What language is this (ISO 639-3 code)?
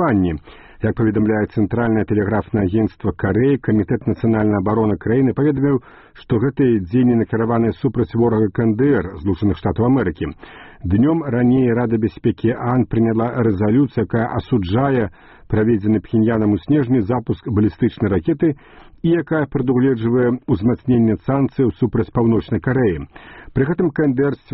bel